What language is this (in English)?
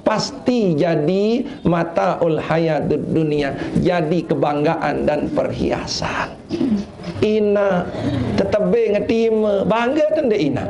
Sasak